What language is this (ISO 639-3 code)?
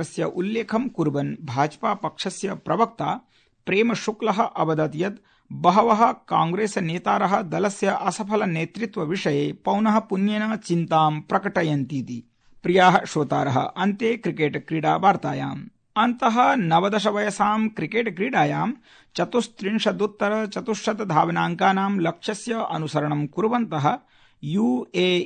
san